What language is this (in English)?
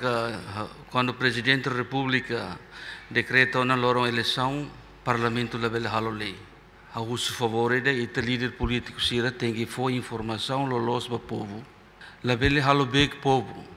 Tetum